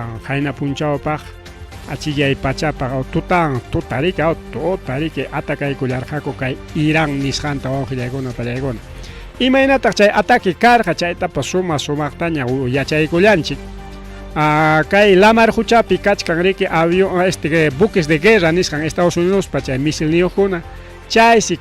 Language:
Ayacucho Quechua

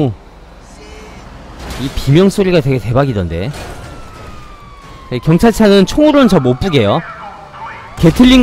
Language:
Korean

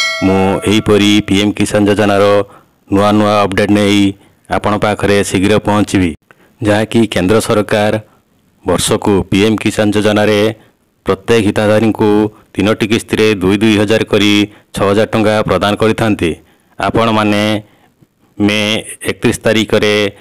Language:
Odia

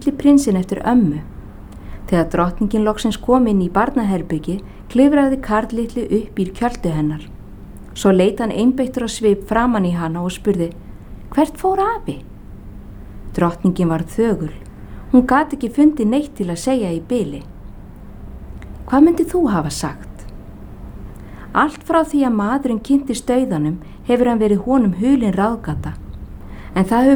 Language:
Icelandic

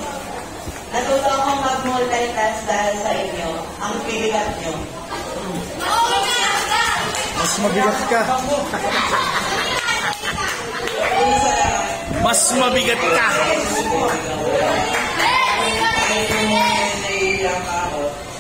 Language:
Filipino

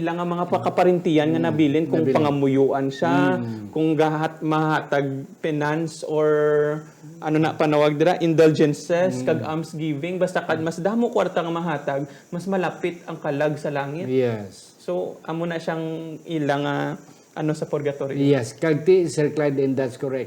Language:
Hiligaynon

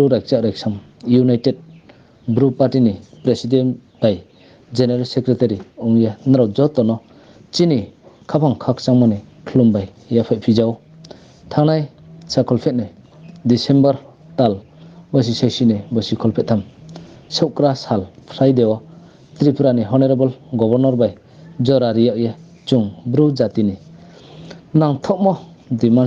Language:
Riang (India)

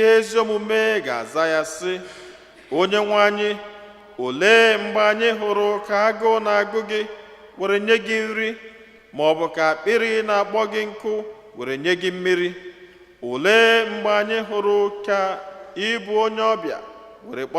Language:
Igbo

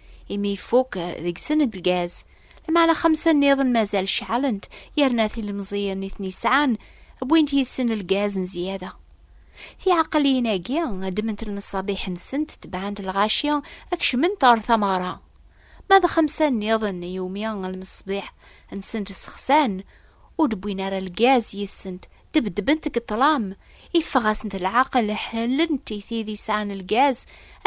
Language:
Kabyle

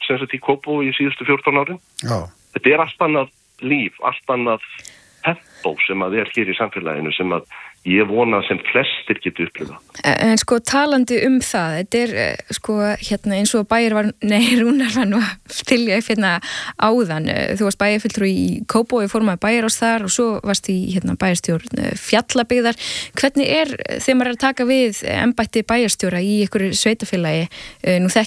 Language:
Icelandic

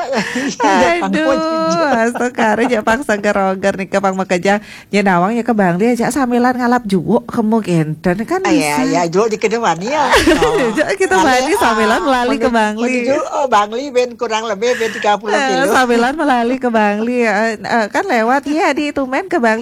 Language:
Balinese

